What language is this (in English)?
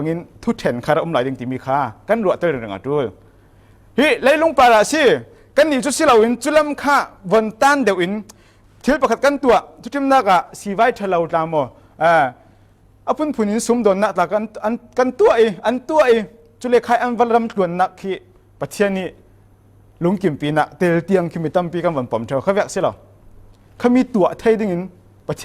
Falam Chin